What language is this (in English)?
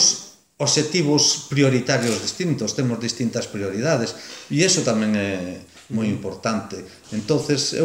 Galician